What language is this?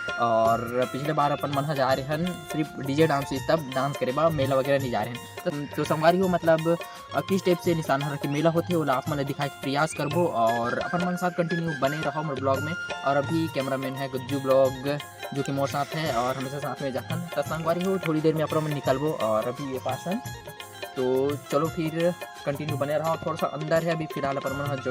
Chhattisgarhi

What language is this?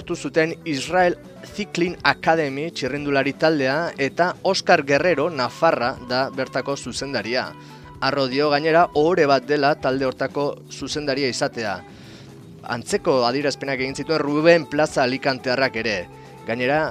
Basque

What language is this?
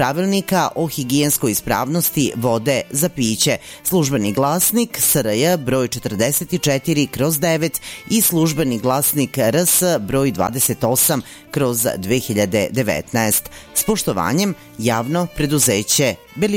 Serbian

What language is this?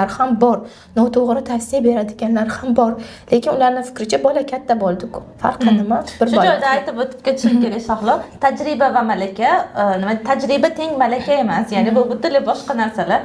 Uzbek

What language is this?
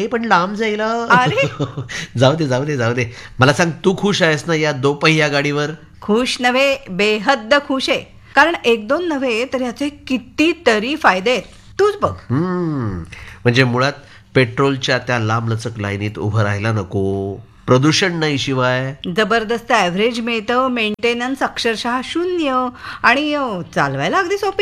Marathi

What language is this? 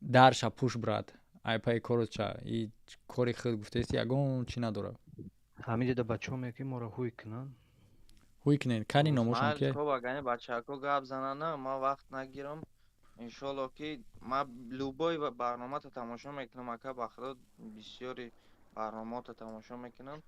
Tajik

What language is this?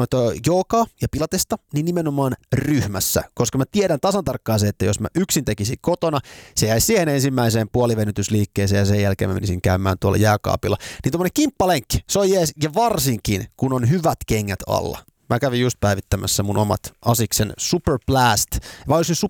Finnish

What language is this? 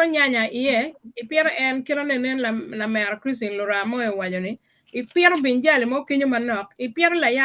Acoli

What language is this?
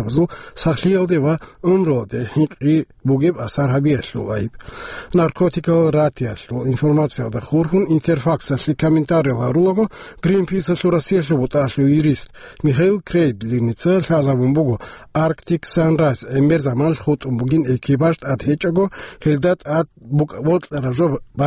Avaric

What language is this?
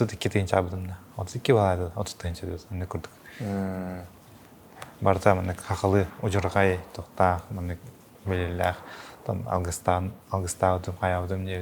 Yakut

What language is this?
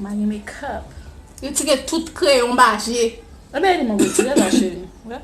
Haitian Creole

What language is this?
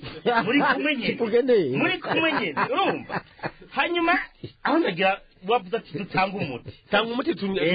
Rundi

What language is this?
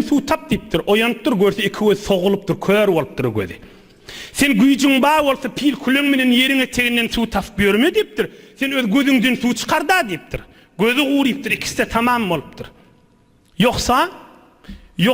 Turkmen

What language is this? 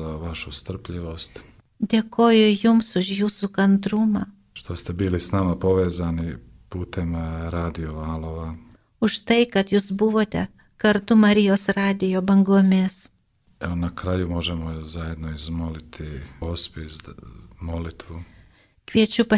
Lithuanian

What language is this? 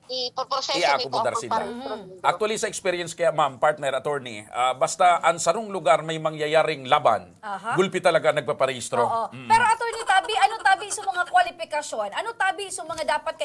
Bikol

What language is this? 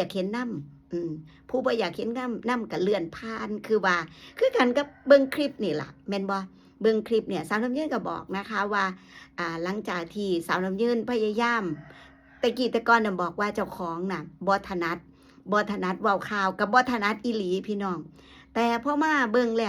Northeastern Thai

